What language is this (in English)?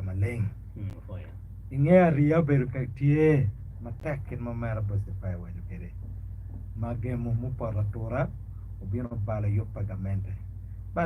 Acoli